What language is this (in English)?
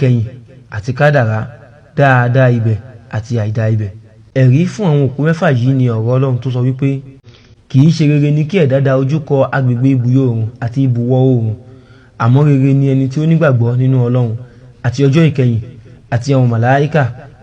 Yoruba